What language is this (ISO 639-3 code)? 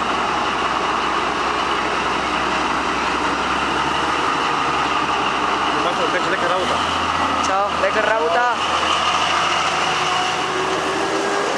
bul